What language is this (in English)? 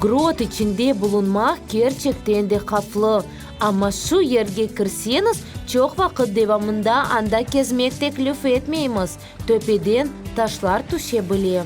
Crimean Tatar